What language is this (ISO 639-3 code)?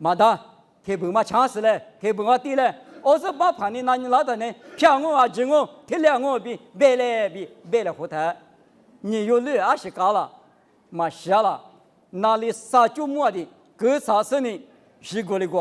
lis